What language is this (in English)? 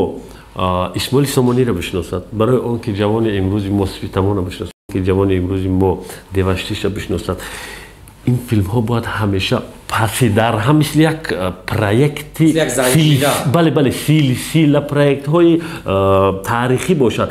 Tajik